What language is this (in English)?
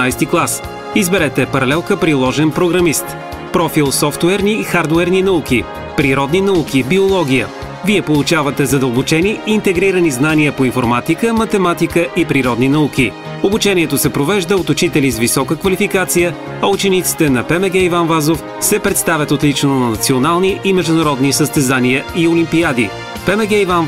Bulgarian